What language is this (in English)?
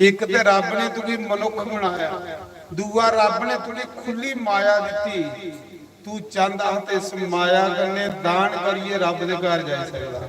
Dogri